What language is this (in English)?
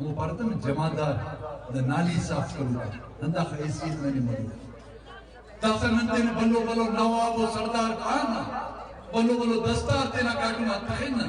Brahui